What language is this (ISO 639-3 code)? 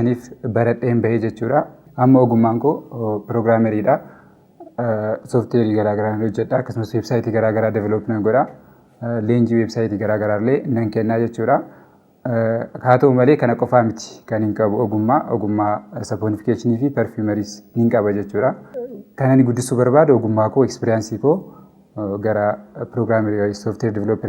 orm